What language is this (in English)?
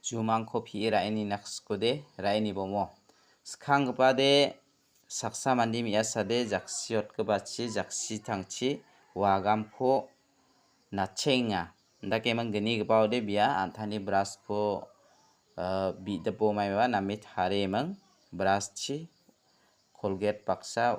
Garo